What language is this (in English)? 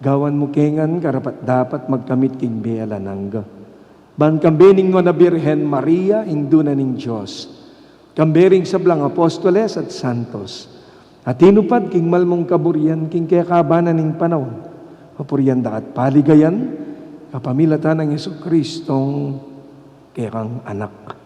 Pampanga